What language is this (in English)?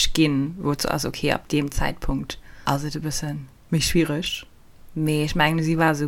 Luxembourgish